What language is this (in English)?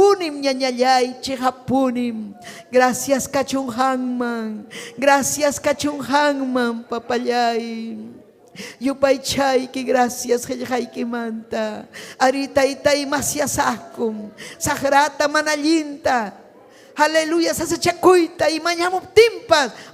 Ayacucho Quechua